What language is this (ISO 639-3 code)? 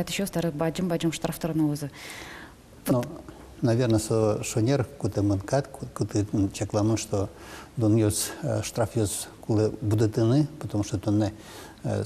udm